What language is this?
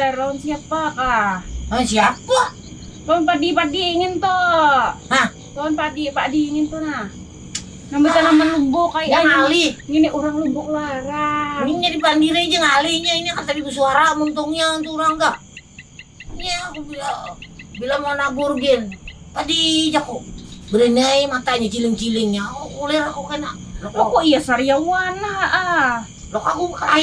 Banjar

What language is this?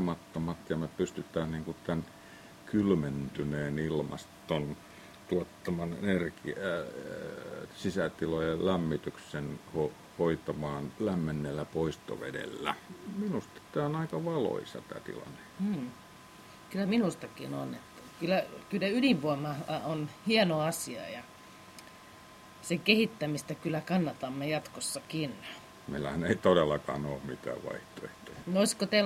Finnish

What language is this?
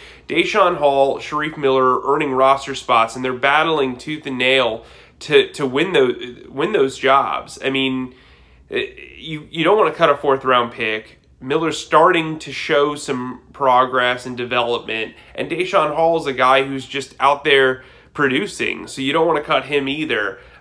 English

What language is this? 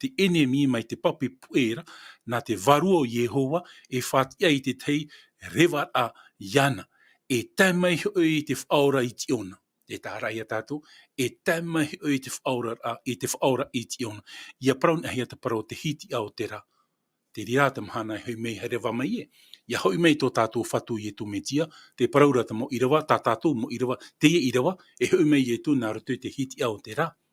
Tahitian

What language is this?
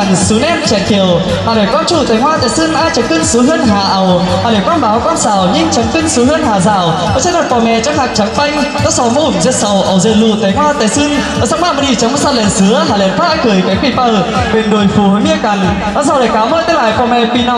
Vietnamese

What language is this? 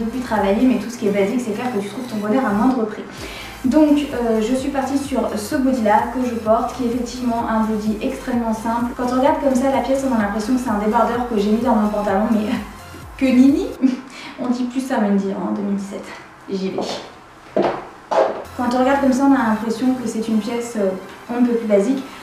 French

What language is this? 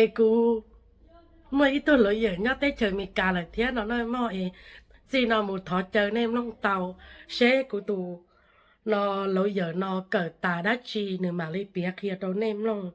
Hmong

